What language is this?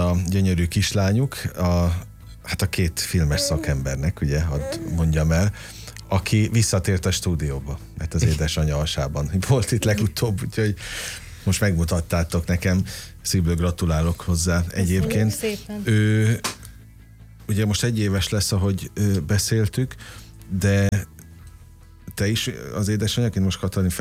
Hungarian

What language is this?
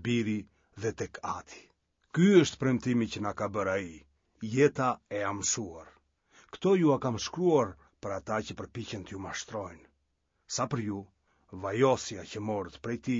Albanian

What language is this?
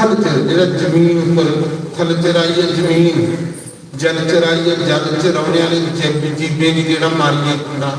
Dogri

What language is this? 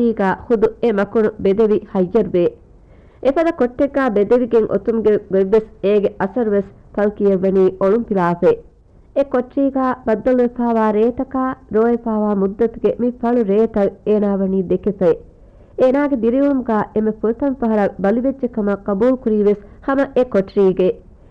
Divehi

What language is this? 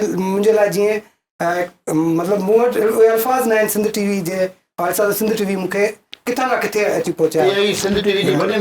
Sindhi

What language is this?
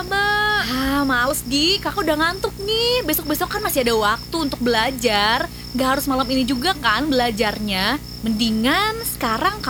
Indonesian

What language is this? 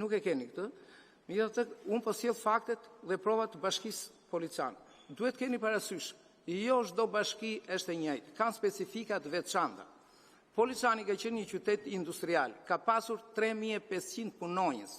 Albanian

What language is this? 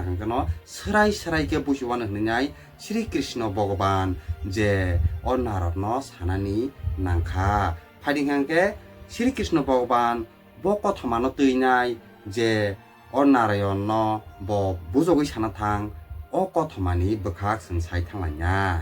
Kok Borok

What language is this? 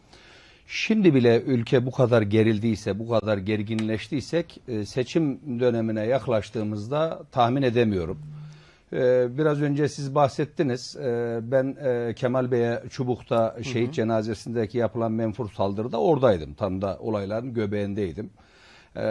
Turkish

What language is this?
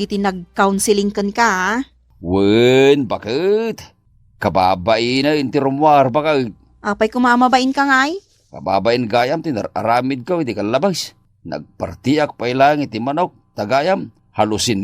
Iloko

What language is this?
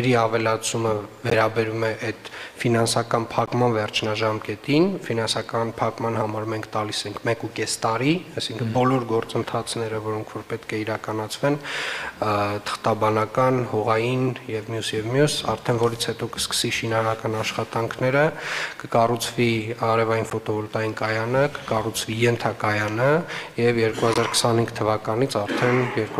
Armenian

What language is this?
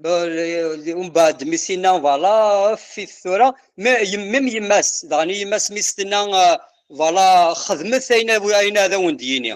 Kabyle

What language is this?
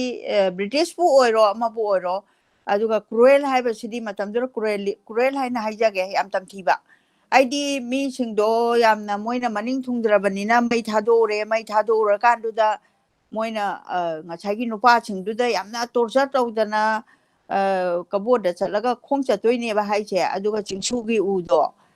Manipuri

